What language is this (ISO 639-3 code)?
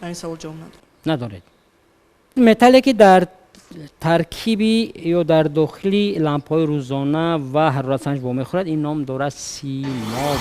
tgk